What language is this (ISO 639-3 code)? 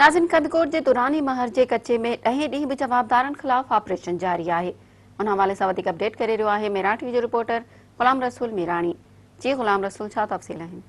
snd